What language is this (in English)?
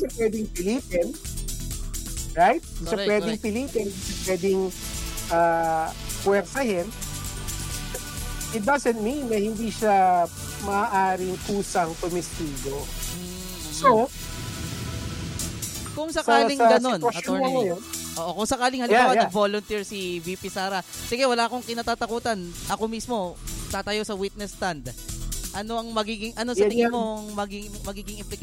Filipino